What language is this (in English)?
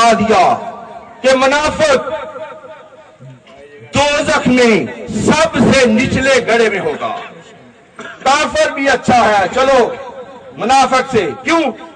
Urdu